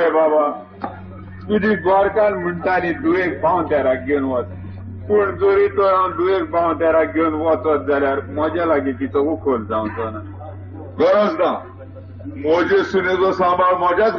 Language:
Konkani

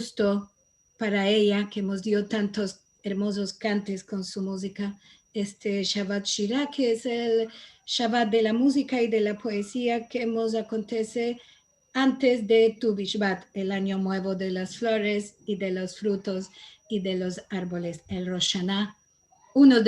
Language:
Ladino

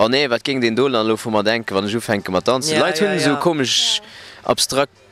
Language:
Luxembourgish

